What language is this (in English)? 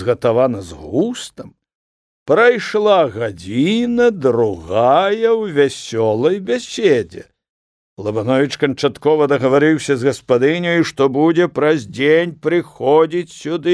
Belarusian